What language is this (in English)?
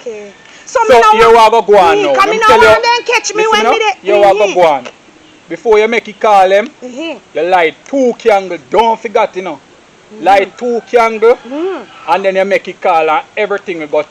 Jamaican Creole English